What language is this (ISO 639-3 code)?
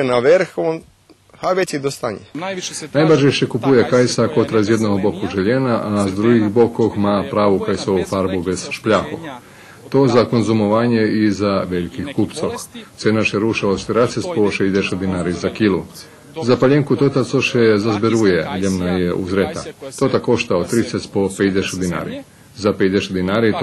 rue